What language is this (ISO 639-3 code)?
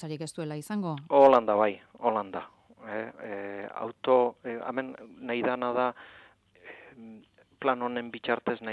eus